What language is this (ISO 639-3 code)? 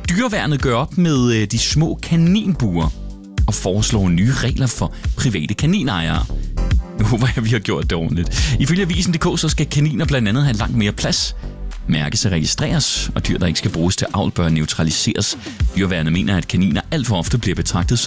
dan